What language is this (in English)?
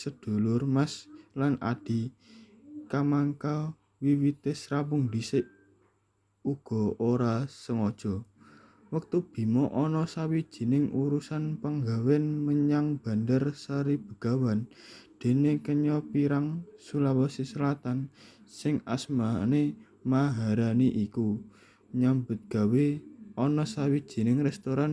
Javanese